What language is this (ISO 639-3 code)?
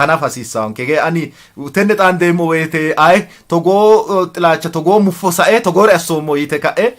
sid